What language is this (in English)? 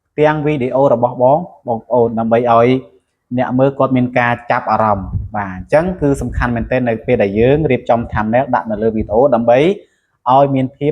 Khmer